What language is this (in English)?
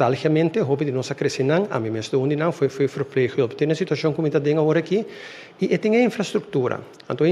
Papiamento